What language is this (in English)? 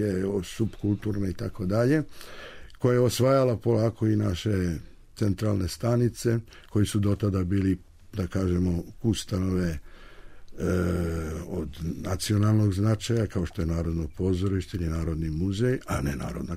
Serbian